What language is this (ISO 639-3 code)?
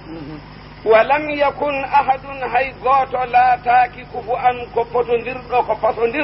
ful